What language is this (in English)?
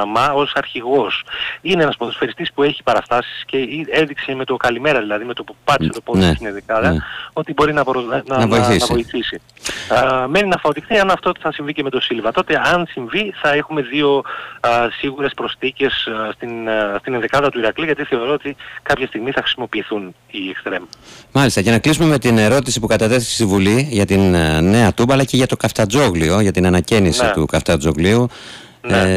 Greek